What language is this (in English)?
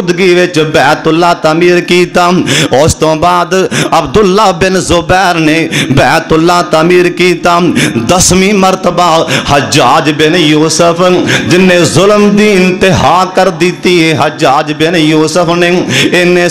Western Panjabi